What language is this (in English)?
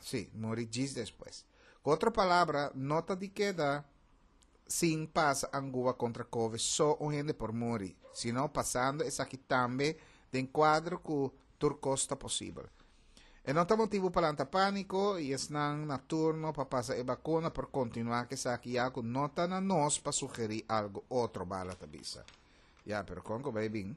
Papiamento